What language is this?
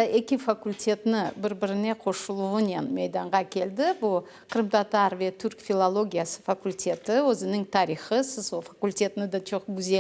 Crimean Tatar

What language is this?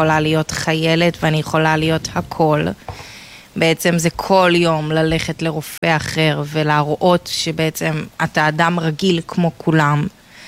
Hebrew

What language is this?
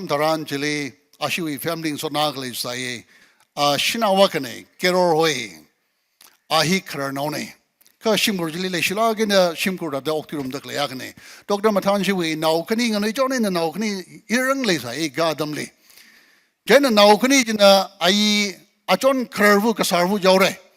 Tangkhul Naga (India)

